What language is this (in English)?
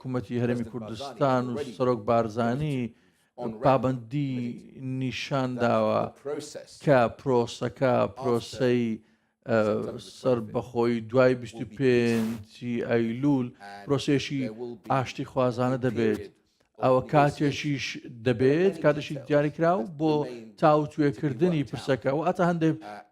Central Kurdish